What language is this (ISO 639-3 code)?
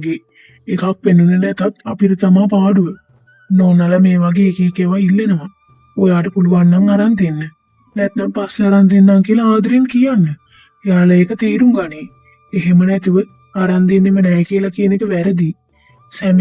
sin